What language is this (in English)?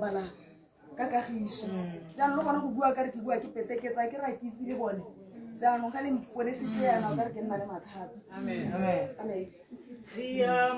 Tswana